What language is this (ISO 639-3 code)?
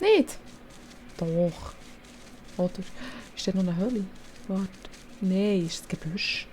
gsw